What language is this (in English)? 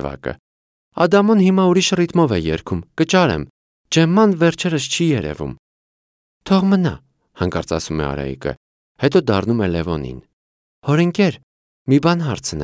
Armenian